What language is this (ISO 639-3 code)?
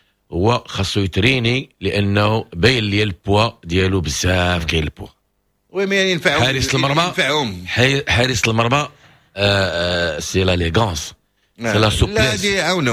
ary